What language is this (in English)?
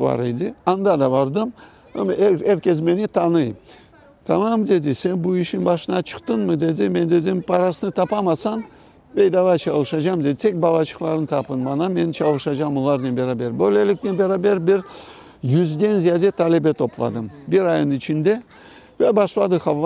Crimean Tatar